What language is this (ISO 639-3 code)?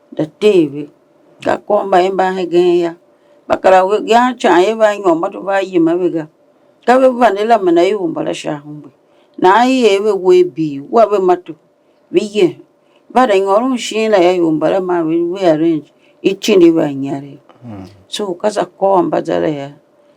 tiv